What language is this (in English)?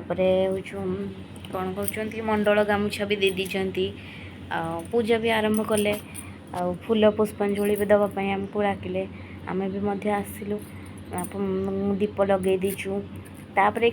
Odia